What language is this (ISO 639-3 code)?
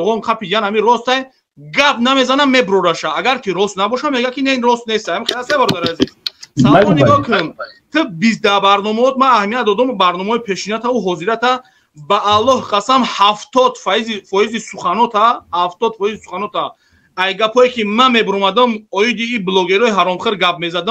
tgk